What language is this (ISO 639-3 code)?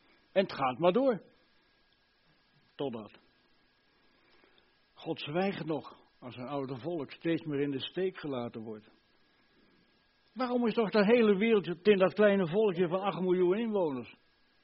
nld